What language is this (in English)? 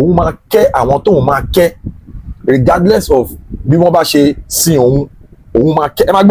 Yoruba